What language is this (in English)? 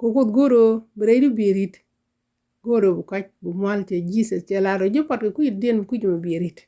Nuer